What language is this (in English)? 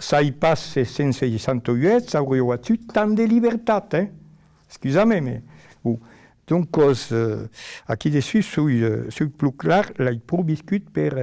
Occitan